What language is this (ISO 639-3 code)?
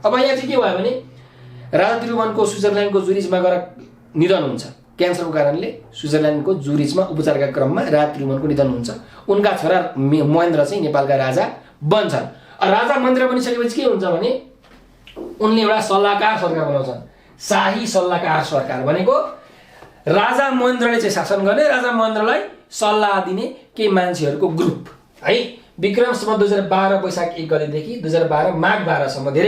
nep